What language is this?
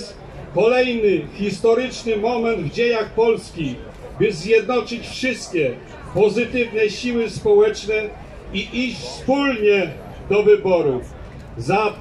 Polish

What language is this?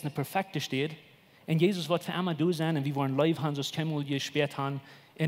Plautdietsch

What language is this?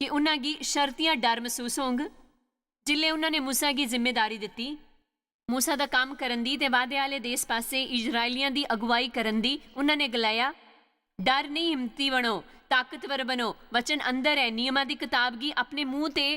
Dogri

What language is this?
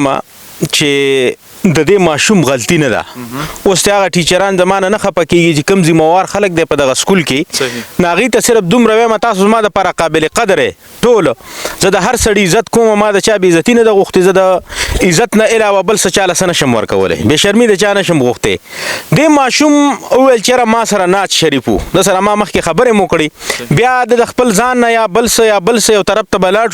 Pashto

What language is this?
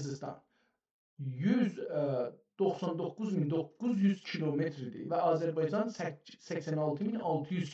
South Azerbaijani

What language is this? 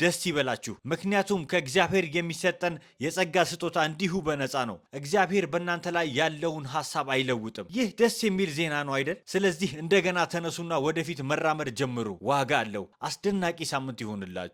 Amharic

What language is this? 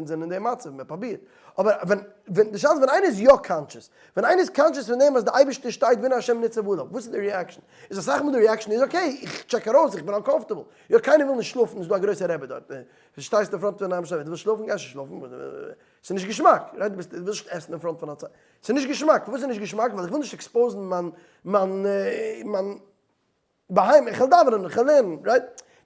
Yiddish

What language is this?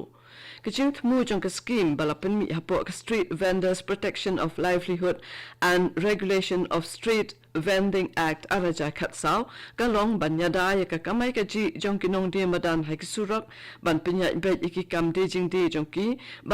Khasi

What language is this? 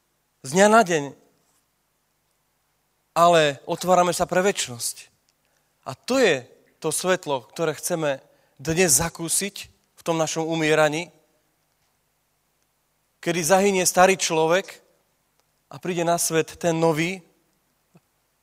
Slovak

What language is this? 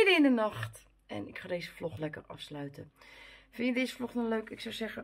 Dutch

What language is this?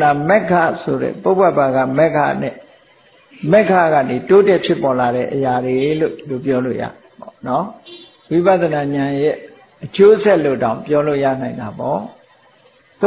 Burmese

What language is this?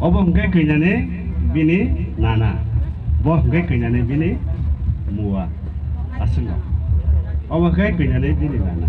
Kok Borok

